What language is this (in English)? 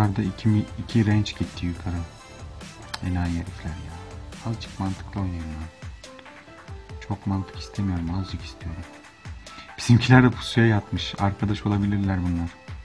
Turkish